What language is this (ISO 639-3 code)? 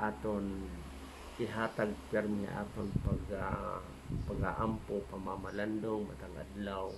war